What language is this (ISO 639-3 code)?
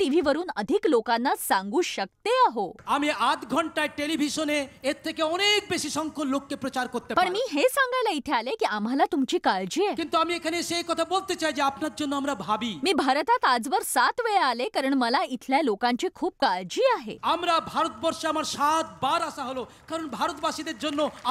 mar